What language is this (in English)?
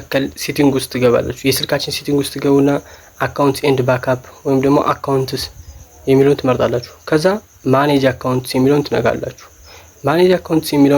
Amharic